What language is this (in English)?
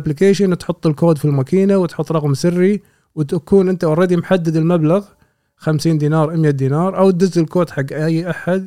Gulf Arabic